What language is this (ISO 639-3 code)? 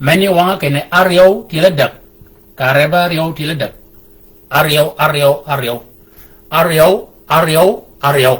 shk